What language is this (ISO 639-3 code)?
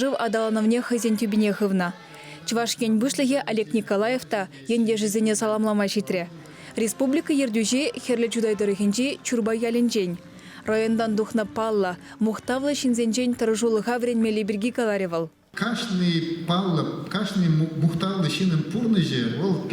chv